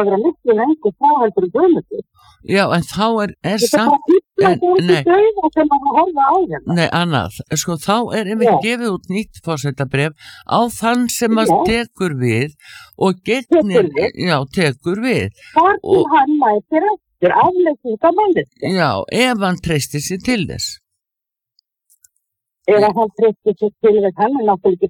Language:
Icelandic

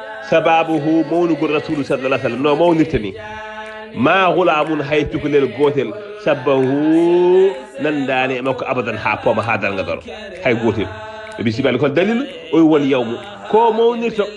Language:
Fula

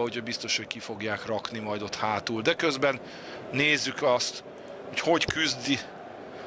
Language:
Hungarian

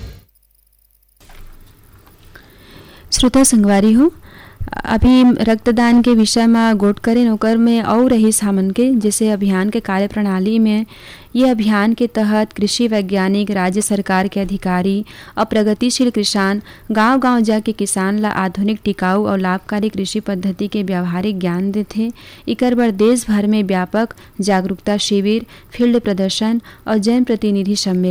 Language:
Chhattisgarhi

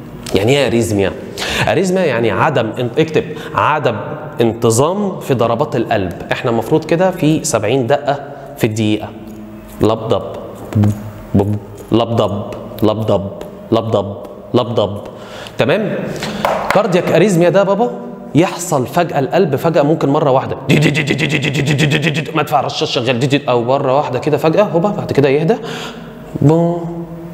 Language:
Egyptian Arabic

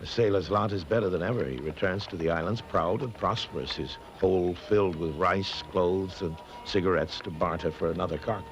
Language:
Divehi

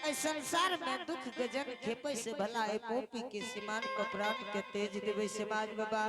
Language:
Angika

